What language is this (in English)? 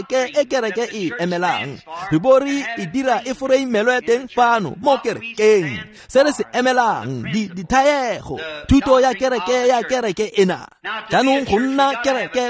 Tswana